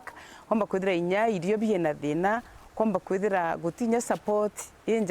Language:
Meru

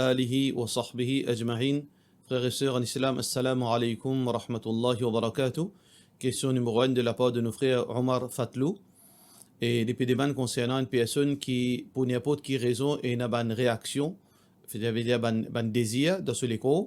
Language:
Morisyen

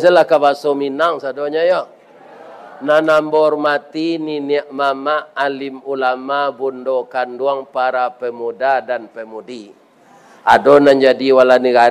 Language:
Minangkabau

